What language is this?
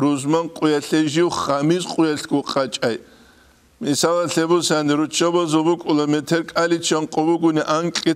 Avaric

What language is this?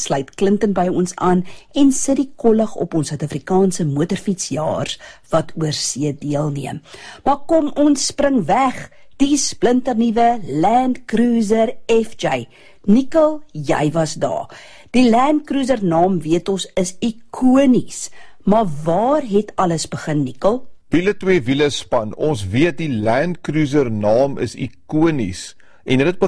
Afrikaans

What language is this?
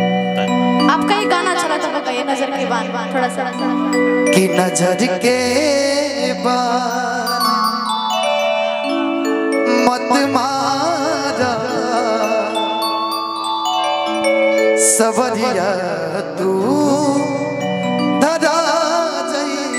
Bhojpuri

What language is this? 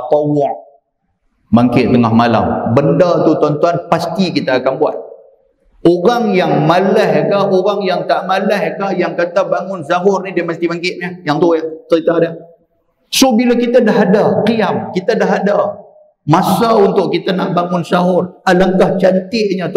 Malay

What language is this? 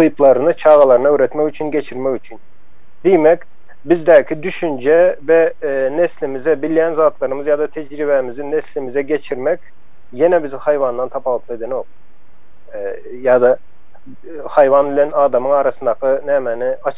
Turkmen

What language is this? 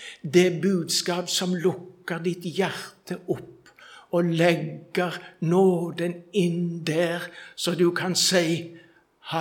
Norwegian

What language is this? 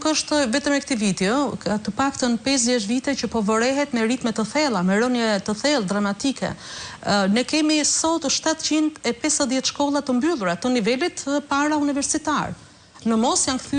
Albanian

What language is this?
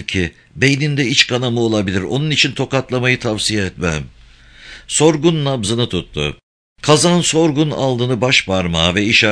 Turkish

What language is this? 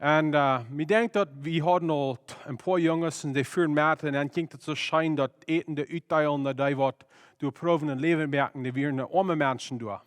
Plautdietsch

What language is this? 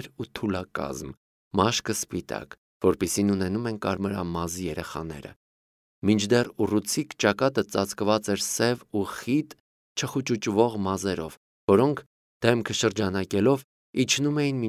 Armenian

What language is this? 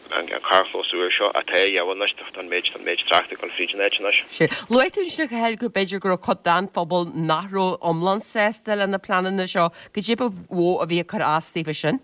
Irish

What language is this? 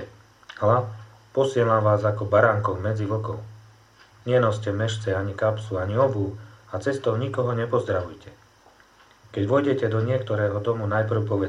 Slovak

